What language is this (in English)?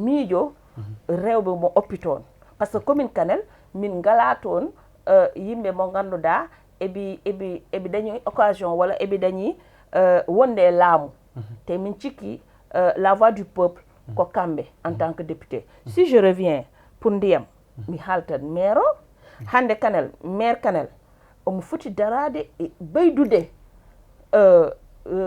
Fula